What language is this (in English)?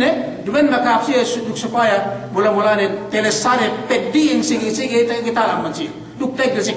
Yakan